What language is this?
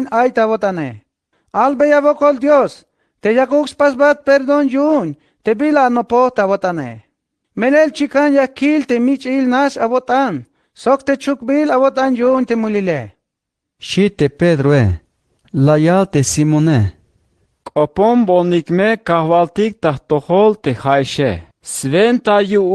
Tzeltal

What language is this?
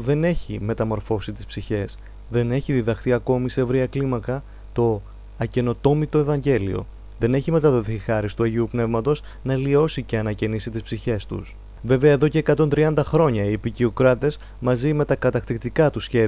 Greek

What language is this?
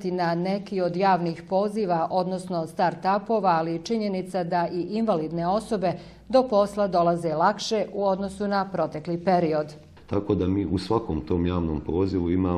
Bosnian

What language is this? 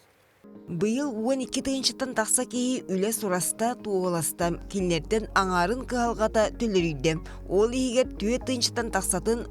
Yakut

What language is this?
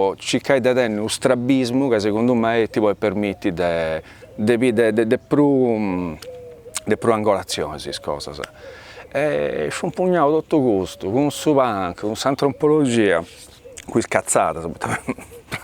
Sardinian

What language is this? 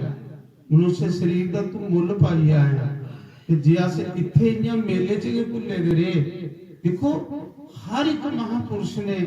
Dogri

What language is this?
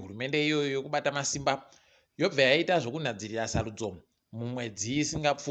Ndau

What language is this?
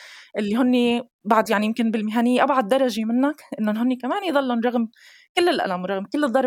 North Levantine Arabic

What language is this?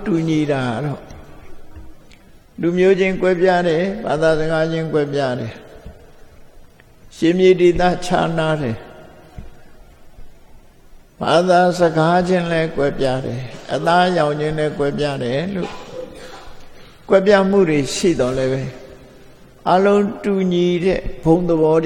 Burmese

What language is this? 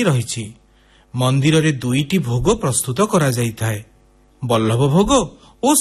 Odia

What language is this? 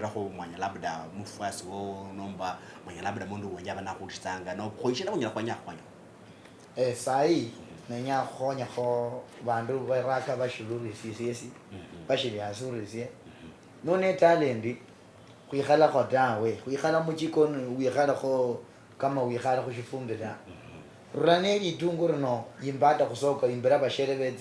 Luyia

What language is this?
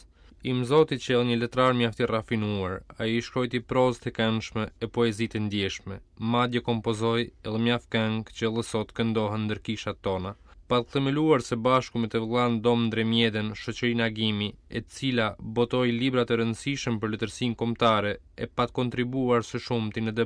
Albanian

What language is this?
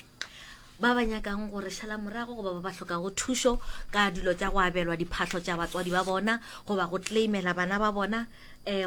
Northern Sotho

